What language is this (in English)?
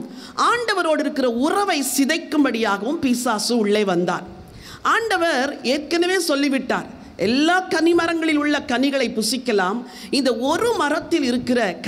Tamil